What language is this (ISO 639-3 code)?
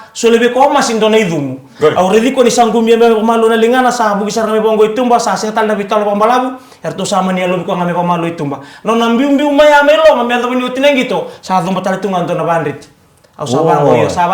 fij